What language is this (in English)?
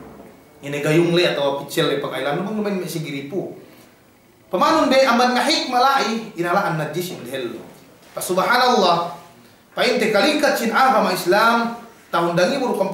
Yakan